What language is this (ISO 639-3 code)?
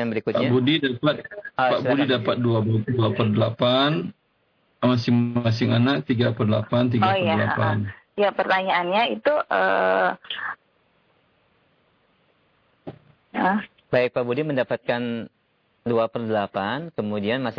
ind